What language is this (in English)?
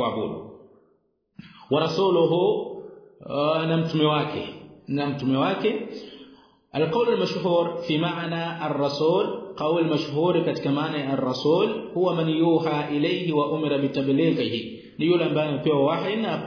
Swahili